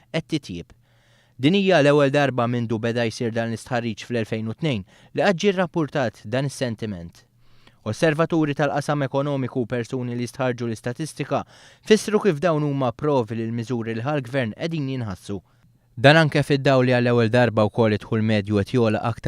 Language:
Maltese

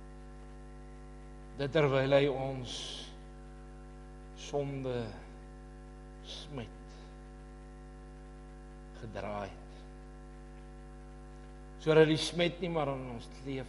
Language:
Afrikaans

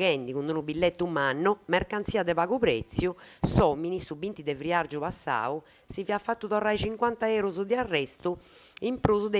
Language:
Sardinian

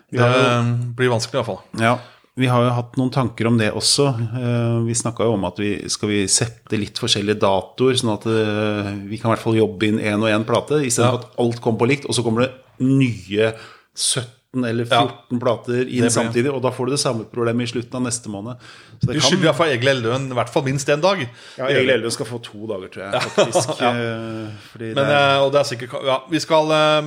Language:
Norwegian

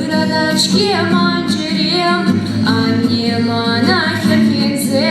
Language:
Chuvash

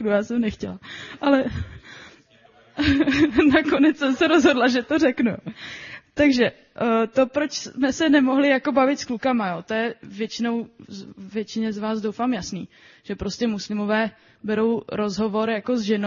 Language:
Czech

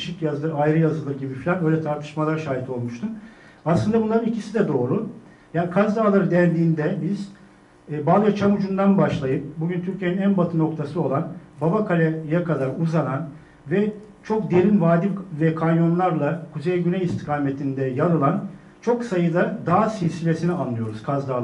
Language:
Turkish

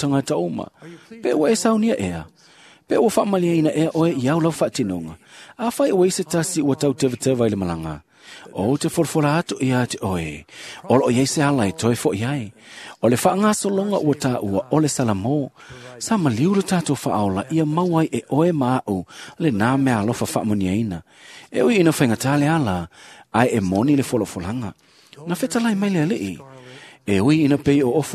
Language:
Samoan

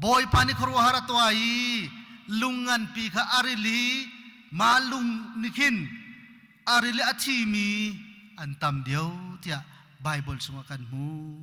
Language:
Hakha Chin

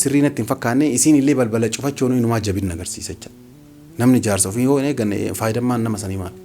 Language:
Oromo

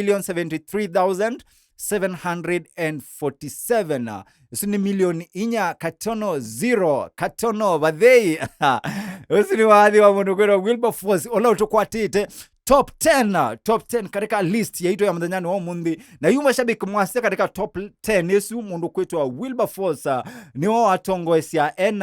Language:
Kamba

